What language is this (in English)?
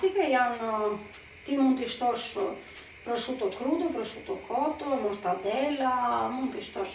Albanian